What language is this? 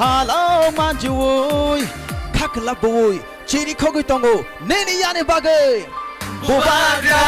Kok Borok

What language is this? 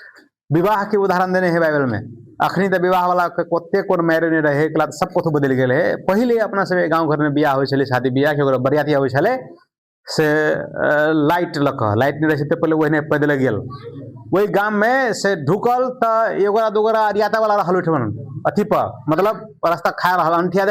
Maithili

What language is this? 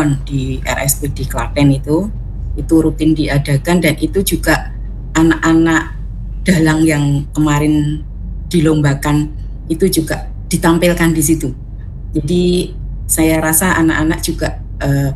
Indonesian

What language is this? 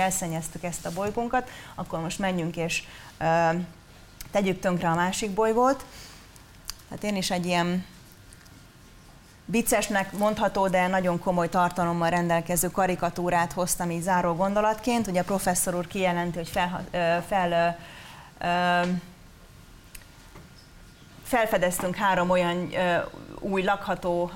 Hungarian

